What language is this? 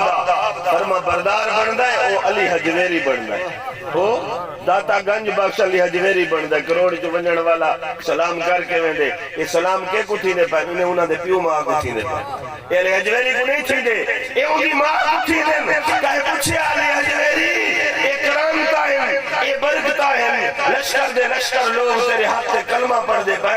Saraiki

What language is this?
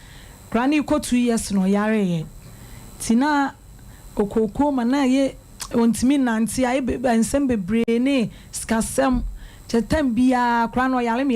Akan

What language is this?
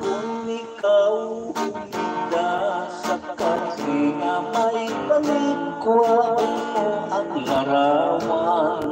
Hiligaynon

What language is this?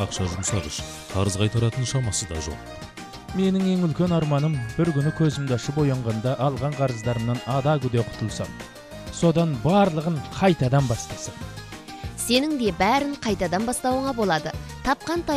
Kazakh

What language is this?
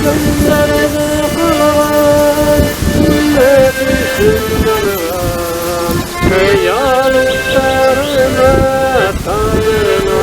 Bashkir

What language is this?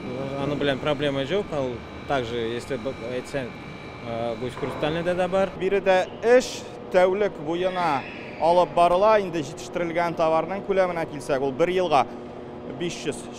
Tatar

